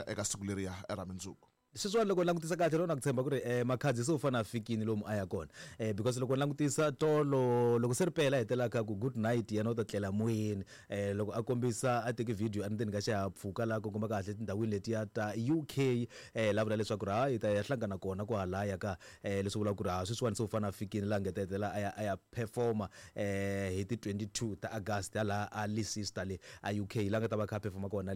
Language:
Tsonga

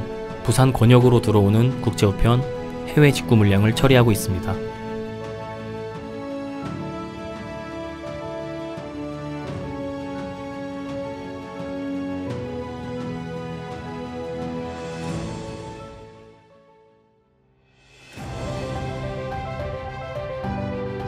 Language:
Korean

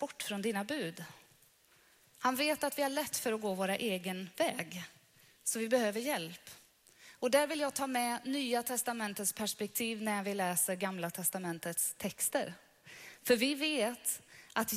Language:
Swedish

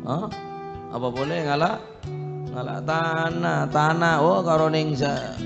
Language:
Madurese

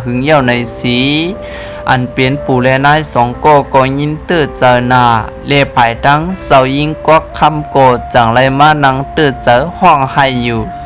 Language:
Shan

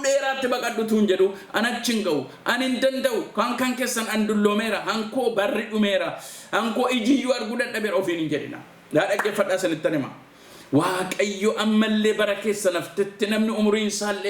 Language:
Oromo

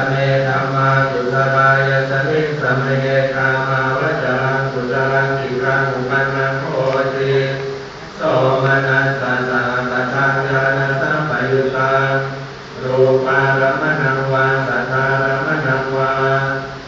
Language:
Pali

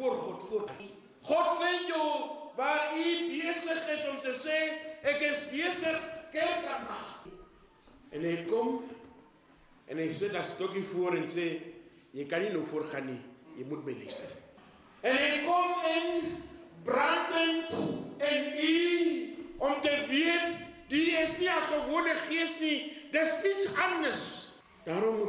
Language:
Afrikaans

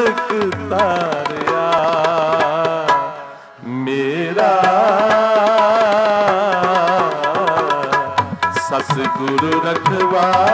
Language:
Punjabi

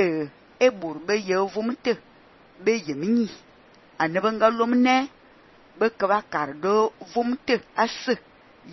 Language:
Fang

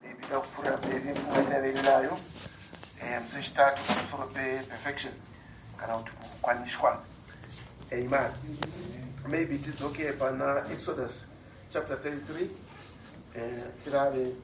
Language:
Shona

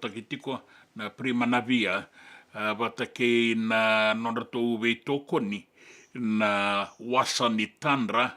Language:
Fijian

